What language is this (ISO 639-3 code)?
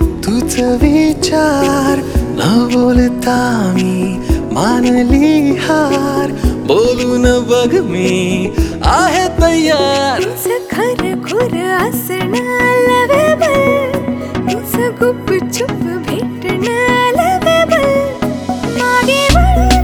mar